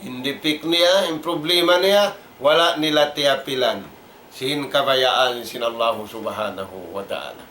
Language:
Tausug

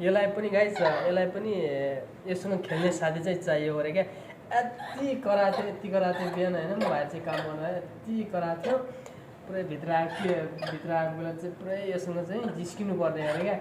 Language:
Nepali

